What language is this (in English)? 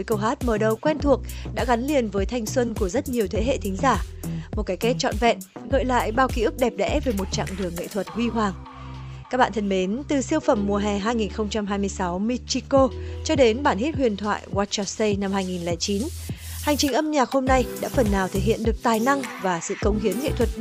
Vietnamese